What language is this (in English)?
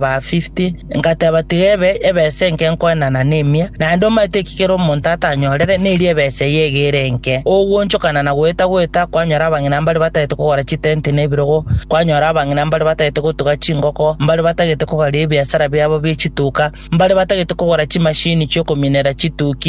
Gusii